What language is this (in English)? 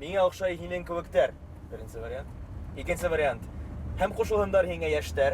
Bashkir